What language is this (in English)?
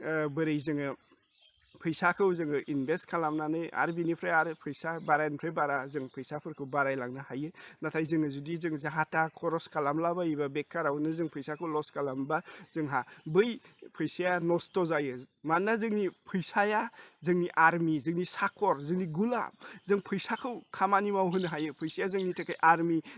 Bodo